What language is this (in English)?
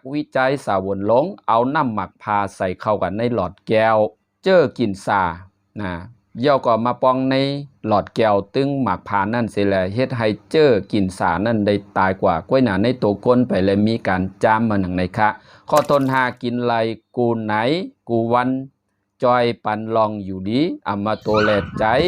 Shan